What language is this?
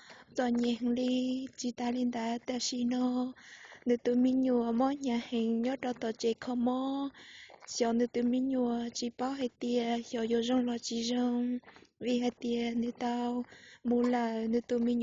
Hmong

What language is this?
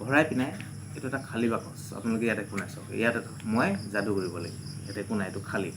Assamese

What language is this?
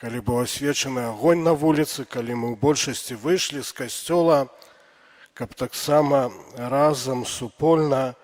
Belarusian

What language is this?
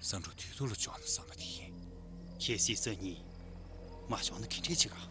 Tibetan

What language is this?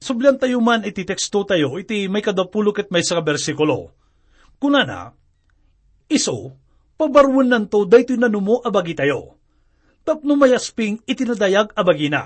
Iloko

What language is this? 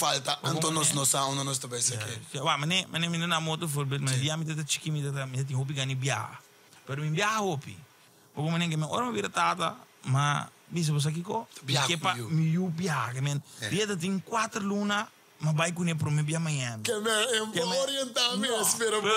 Papiamento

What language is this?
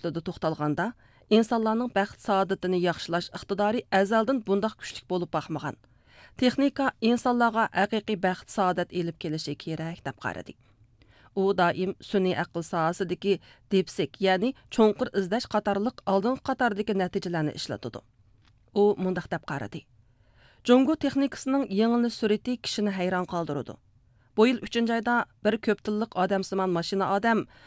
Uyghur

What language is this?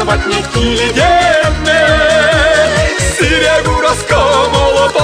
Chuvash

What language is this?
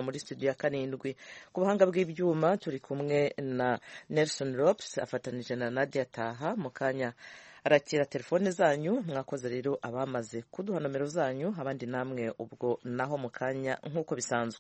Kinyarwanda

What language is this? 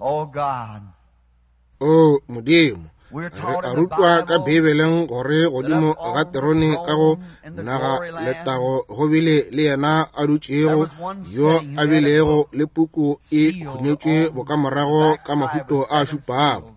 Northern Sotho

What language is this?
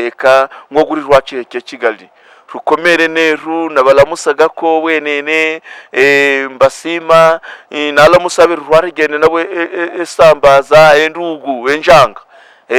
Kinyarwanda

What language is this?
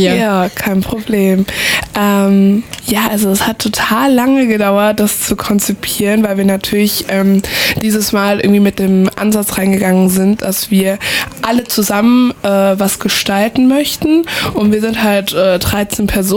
German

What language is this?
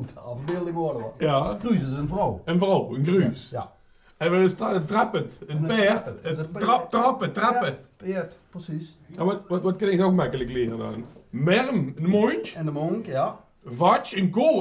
Limburgish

